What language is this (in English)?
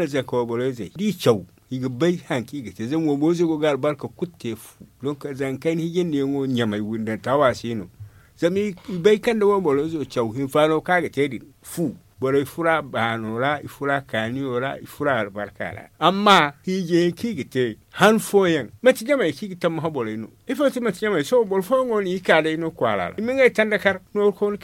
Zarma